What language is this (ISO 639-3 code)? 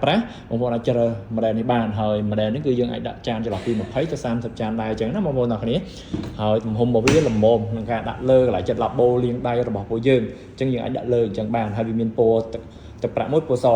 khm